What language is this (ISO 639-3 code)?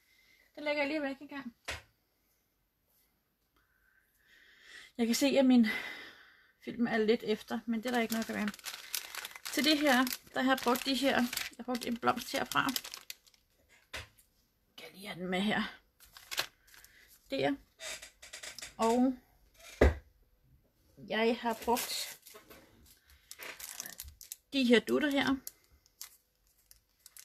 dan